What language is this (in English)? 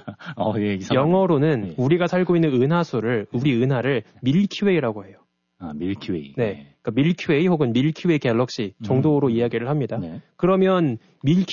Korean